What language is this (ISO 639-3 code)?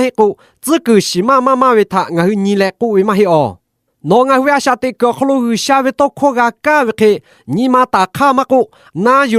lhu